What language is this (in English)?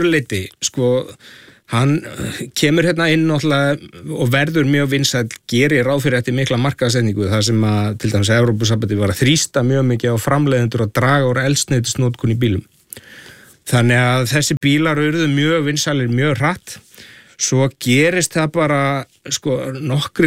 Icelandic